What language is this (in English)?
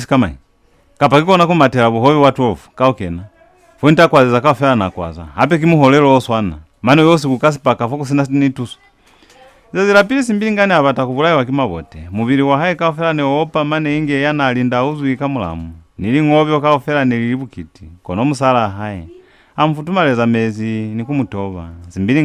Lozi